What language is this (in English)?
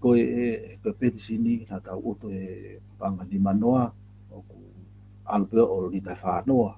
Tongan